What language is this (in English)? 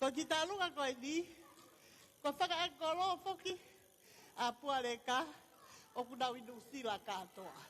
Tongan